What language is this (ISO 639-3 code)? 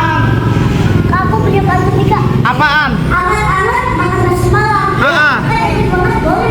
bew